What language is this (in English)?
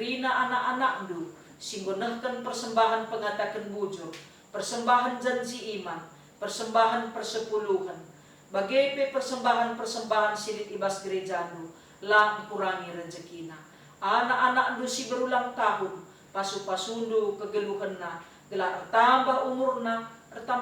Batak Karo